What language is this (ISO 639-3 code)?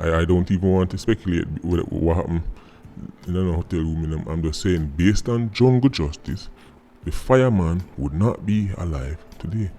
jam